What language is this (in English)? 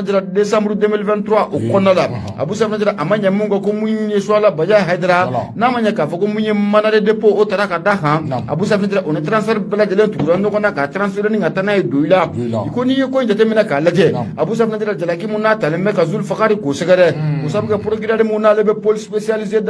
Bambara